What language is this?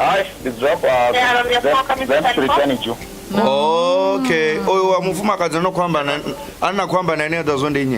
Venda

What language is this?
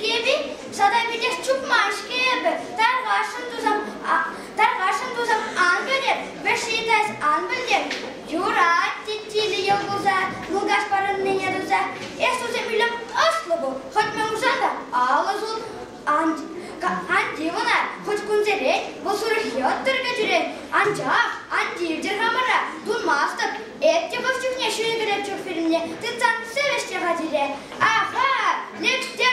Chuvash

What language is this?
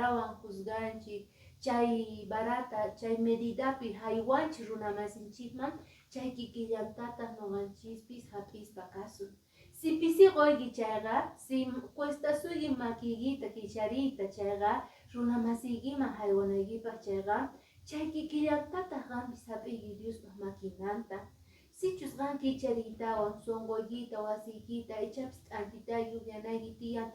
Quechua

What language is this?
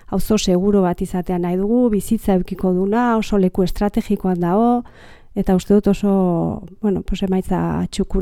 Basque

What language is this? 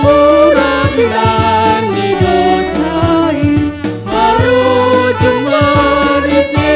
Batak Toba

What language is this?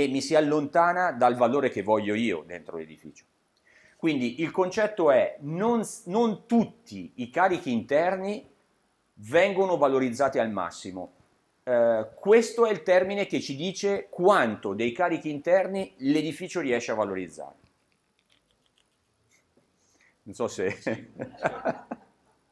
Italian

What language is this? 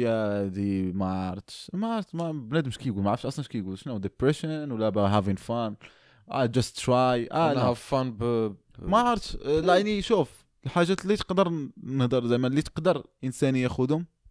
Moroccan Arabic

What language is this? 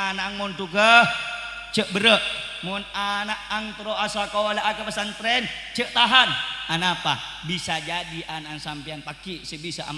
Madurese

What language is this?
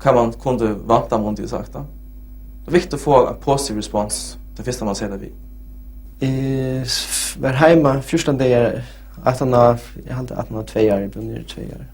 Faroese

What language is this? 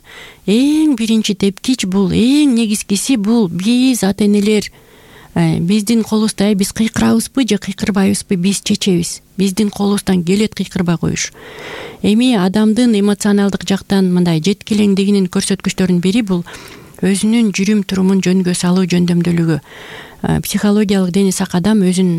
Kyrgyz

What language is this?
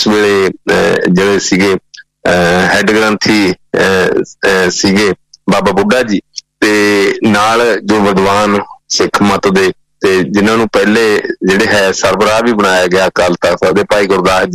Punjabi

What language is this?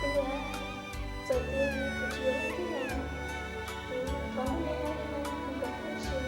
Hmong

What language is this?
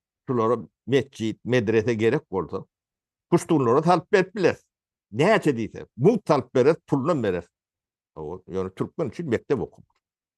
Turkmen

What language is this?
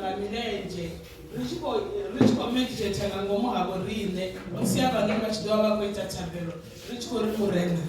Venda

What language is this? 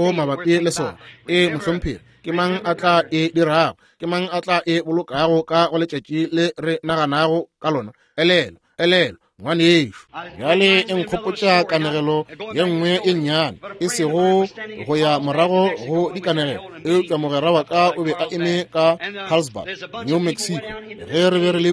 Northern Sotho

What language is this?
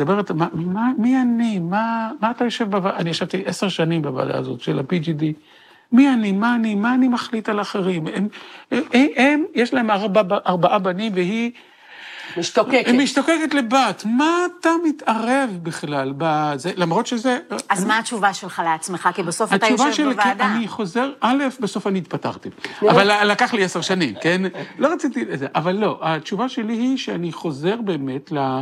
Hebrew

